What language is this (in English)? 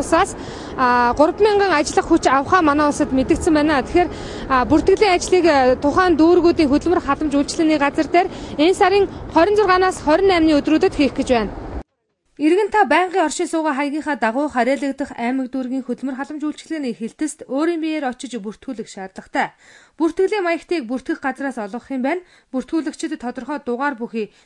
Mongolian